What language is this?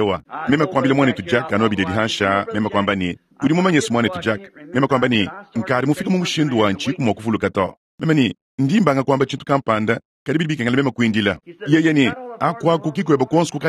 Luba-Lulua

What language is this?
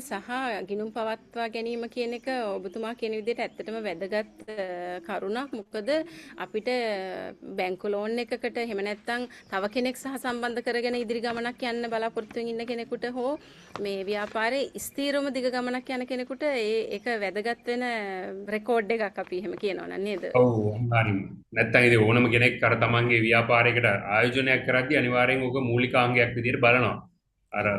Sinhala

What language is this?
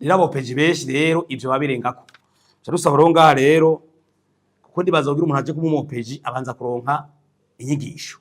Rundi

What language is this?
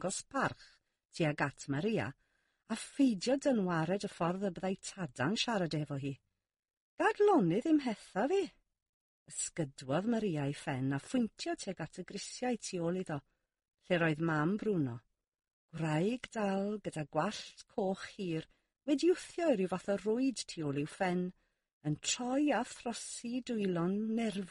Welsh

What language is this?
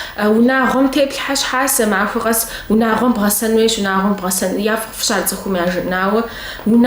Kabardian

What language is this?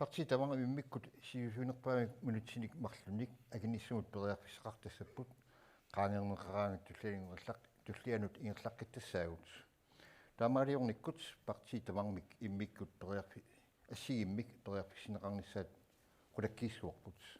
Kalaallisut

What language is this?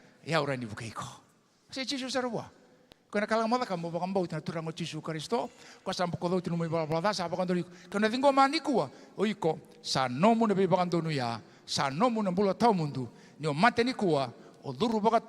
Fijian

